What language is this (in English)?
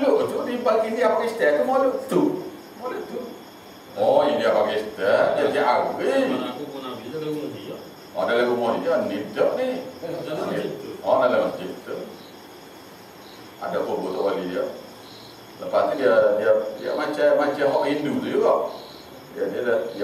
Malay